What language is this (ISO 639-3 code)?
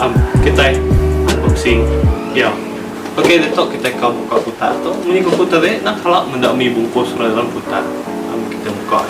iba